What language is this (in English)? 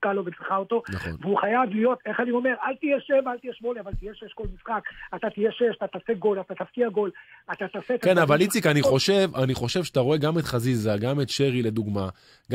Hebrew